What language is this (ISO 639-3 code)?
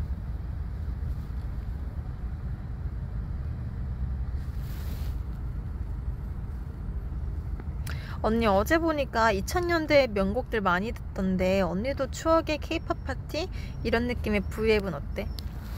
kor